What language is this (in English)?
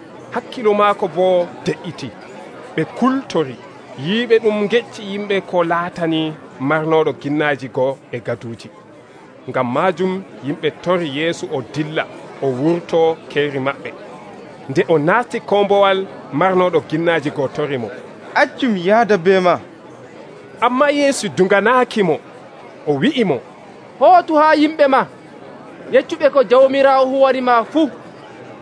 Nigerian Fulfulde